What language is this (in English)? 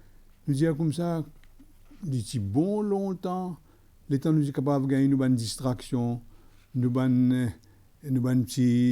Morisyen